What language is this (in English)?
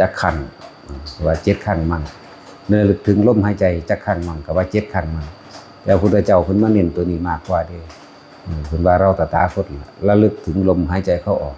Northeastern Thai